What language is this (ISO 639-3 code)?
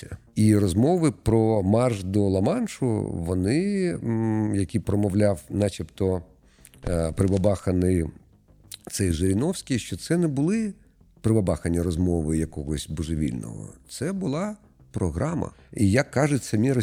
ukr